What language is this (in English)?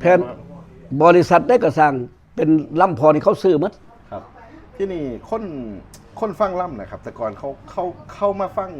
Northeastern Thai